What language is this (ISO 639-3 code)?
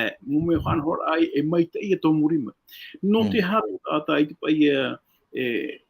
tah